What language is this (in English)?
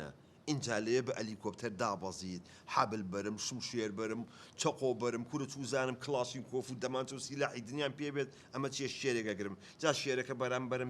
Central Kurdish